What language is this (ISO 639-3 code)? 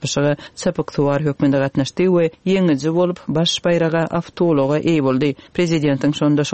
tuk